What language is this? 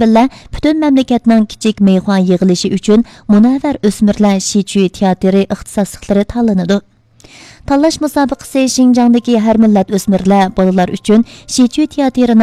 Uyghur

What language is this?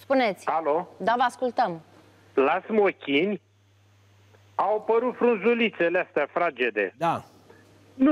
Romanian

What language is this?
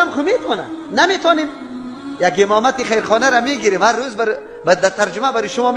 Persian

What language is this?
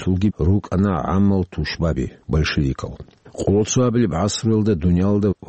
Avaric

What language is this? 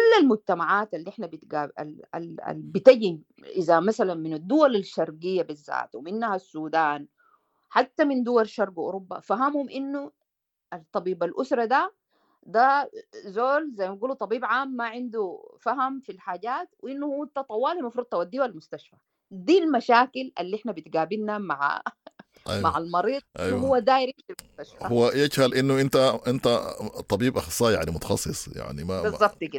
Sudanese Arabic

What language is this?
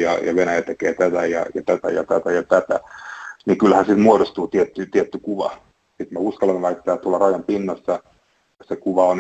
Finnish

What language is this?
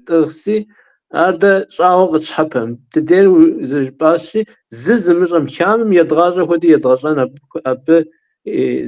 Kabardian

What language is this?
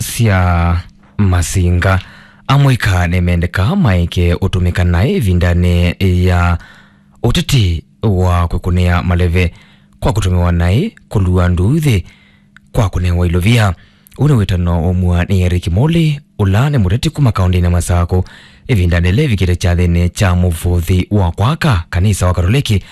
Kamba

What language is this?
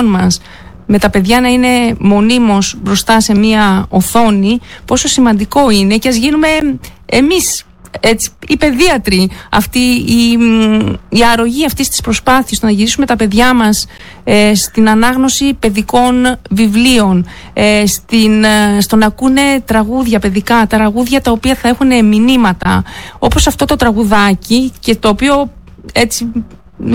Greek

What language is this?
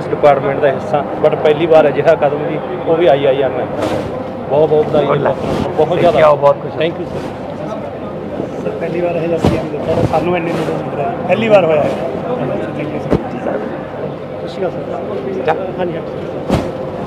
Punjabi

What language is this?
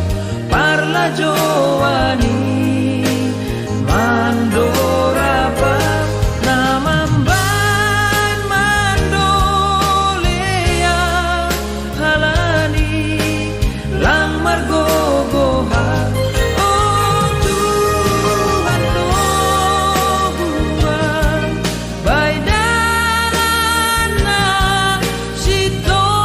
Batak Simalungun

